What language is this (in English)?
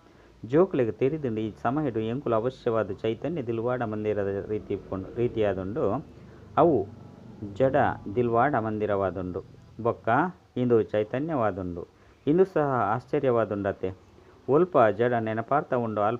Tulu